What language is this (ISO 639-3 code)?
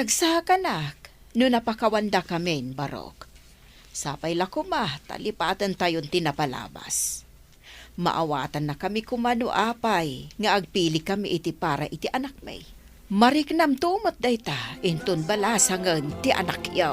ilo